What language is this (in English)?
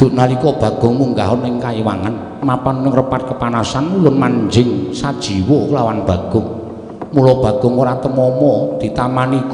Javanese